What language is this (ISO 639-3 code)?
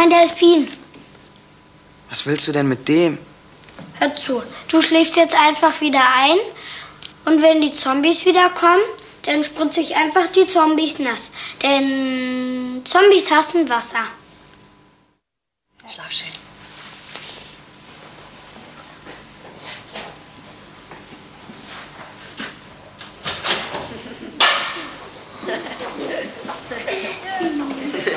deu